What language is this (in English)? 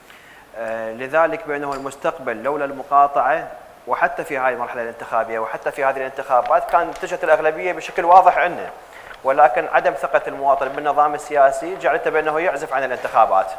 Mesopotamian Arabic